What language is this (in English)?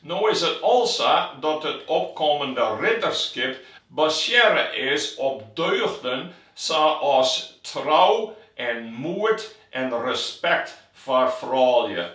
Western Frisian